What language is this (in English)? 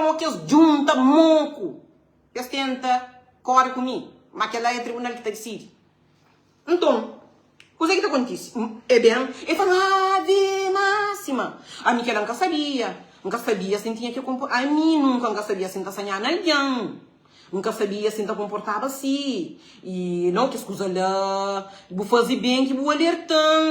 Kabuverdianu